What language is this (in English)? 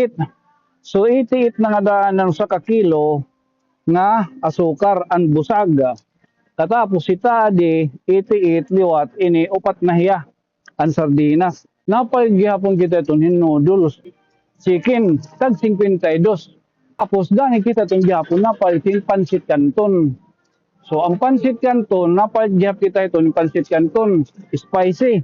Waray